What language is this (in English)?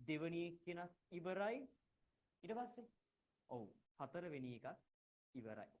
Sinhala